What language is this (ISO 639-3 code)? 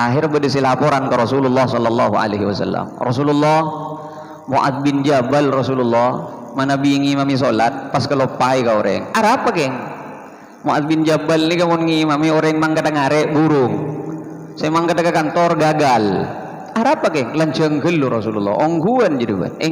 mad